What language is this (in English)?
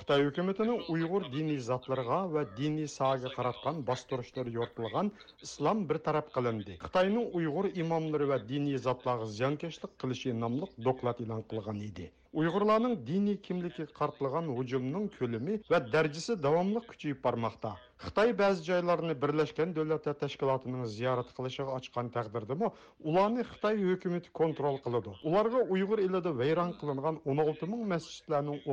Uyghur